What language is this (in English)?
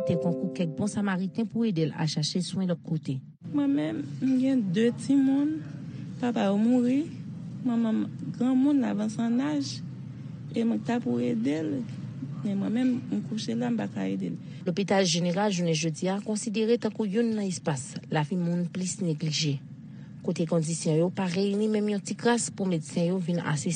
Haitian Creole